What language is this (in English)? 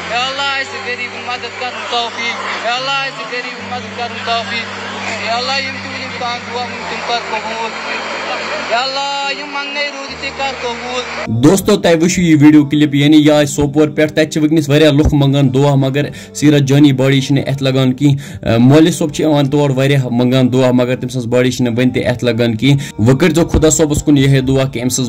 Kashmiri